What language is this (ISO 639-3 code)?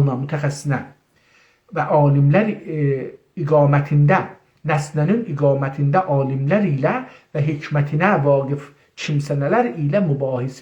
azb